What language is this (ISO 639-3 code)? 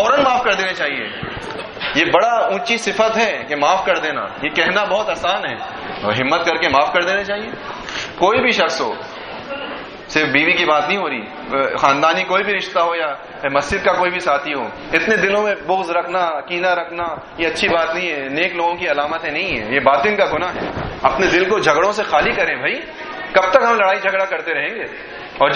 urd